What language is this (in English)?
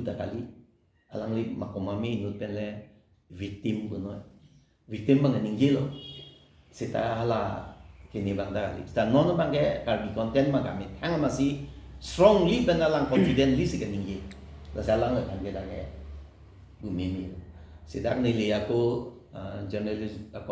Karbi